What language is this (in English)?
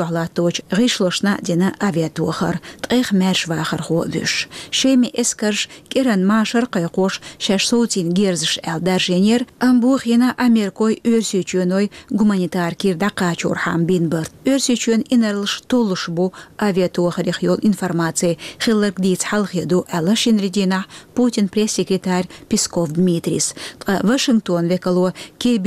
Chechen